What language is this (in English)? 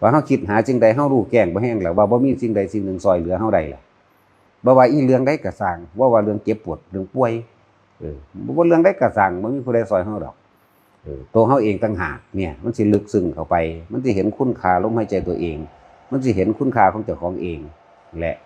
Northeastern Thai